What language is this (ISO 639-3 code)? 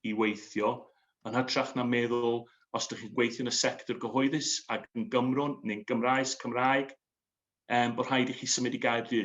cym